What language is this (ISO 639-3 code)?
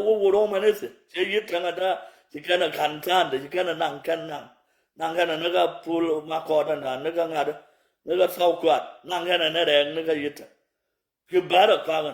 nus